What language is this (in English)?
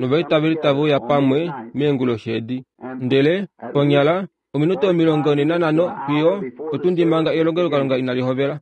Kuanyama